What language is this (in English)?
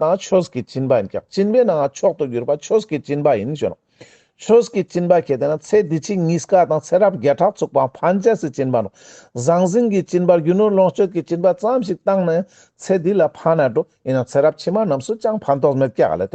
Ladakhi